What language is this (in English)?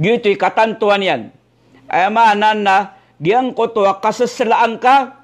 Maranao